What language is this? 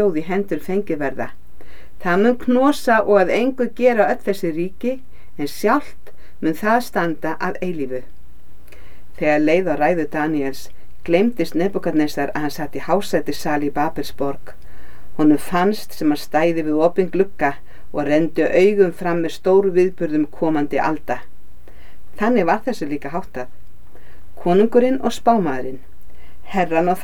Icelandic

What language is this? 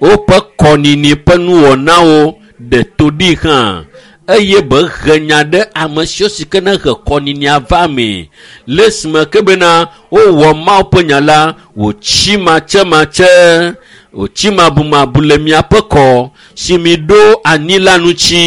Ewe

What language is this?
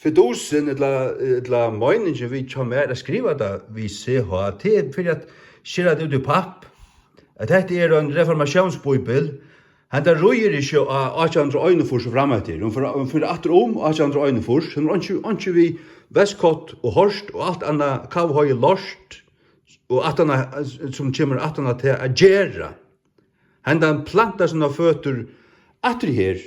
Faroese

